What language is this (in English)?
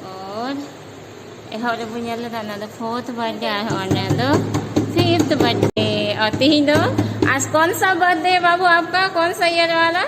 Santali